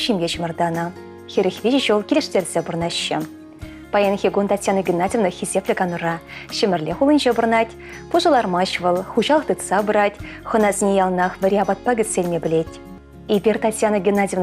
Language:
Chuvash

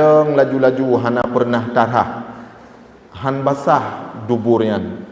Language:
Achinese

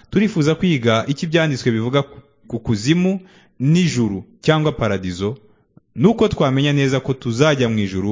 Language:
Kinyarwanda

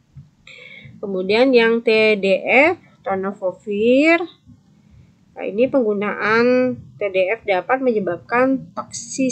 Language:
Indonesian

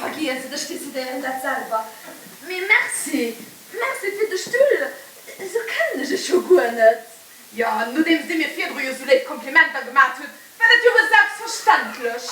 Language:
Luxembourgish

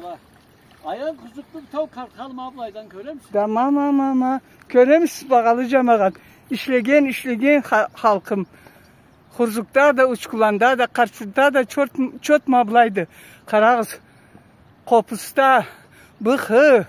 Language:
Karachay-Balkar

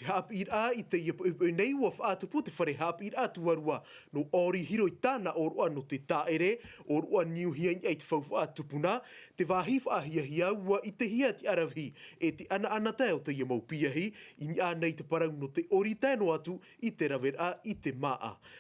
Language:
Tahitian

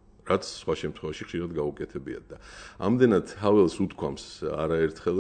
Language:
Georgian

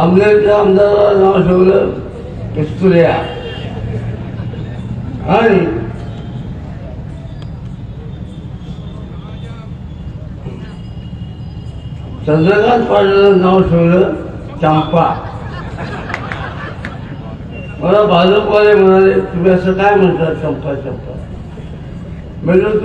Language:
Marathi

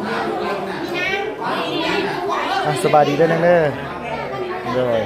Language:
Lao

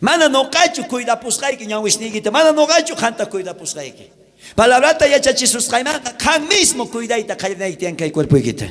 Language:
South Bolivian Quechua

